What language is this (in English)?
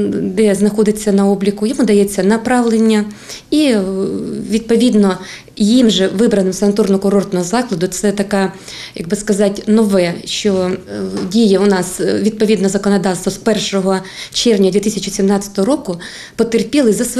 Ukrainian